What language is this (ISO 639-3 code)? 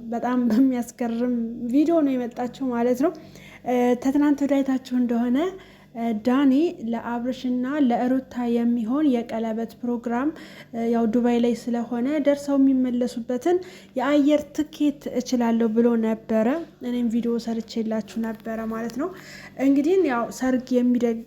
amh